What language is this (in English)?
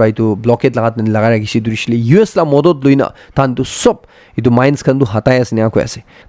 Naga Pidgin